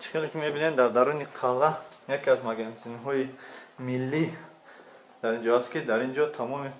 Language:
Tajik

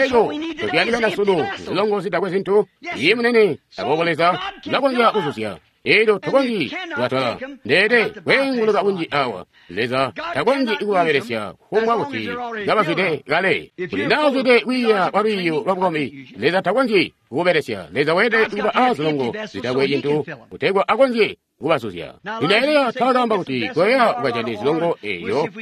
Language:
Tonga (Zambia)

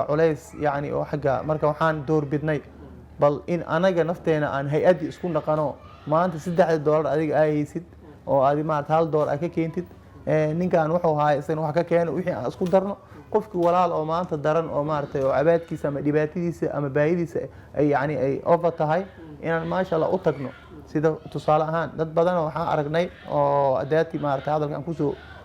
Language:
Somali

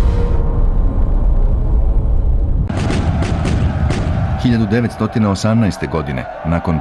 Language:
Serbian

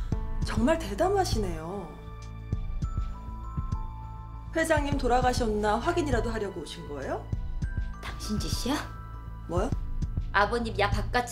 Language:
Korean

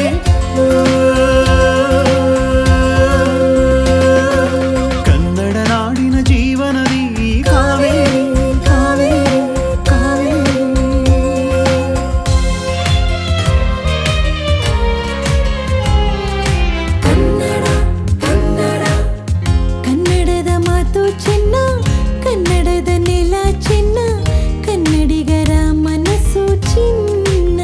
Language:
Kannada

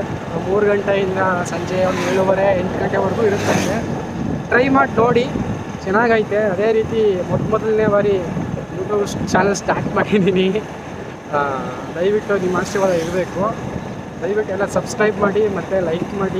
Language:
Kannada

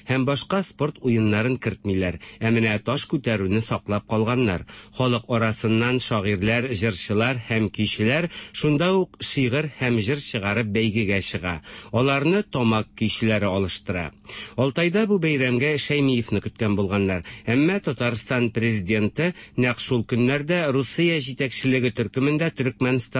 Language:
Tatar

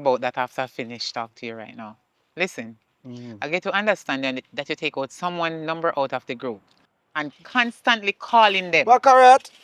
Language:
Jamaican Creole English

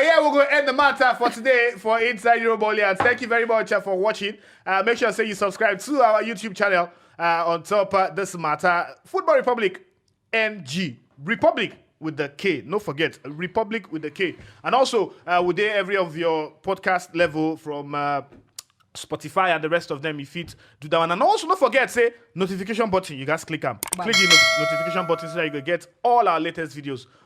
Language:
Nigerian Pidgin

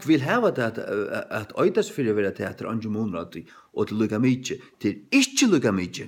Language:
Faroese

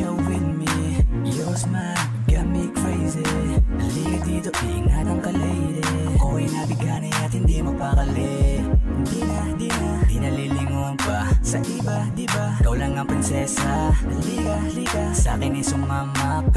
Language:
Filipino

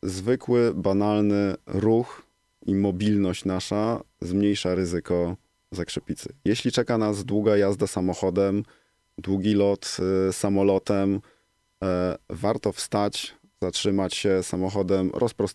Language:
Polish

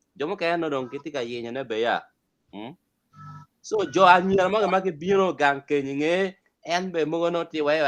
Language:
Acoli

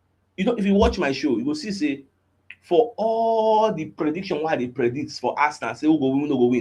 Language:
Nigerian Pidgin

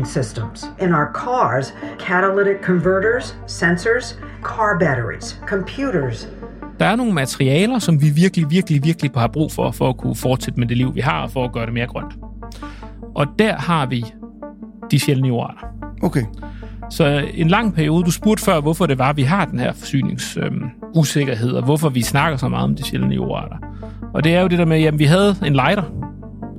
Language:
Danish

